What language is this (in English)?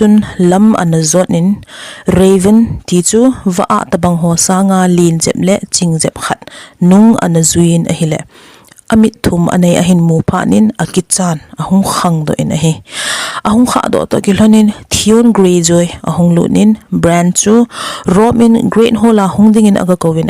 Thado Chin